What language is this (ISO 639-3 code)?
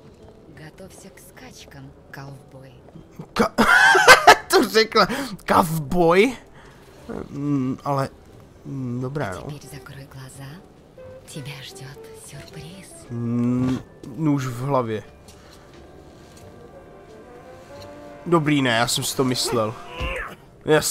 ces